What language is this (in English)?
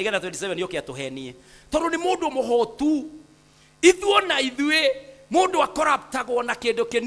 Kikuyu